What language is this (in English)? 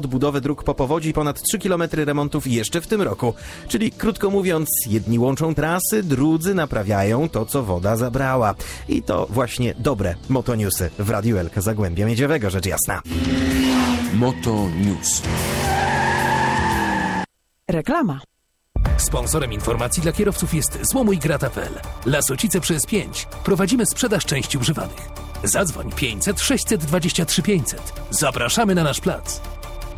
Polish